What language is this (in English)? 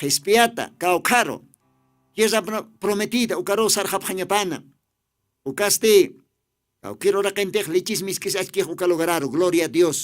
Aymara